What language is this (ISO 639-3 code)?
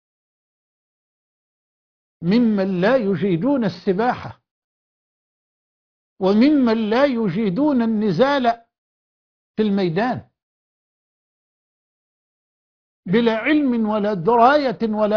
ara